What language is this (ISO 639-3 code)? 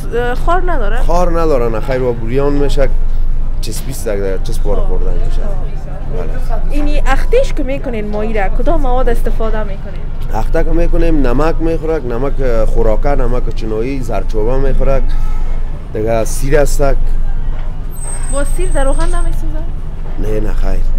fas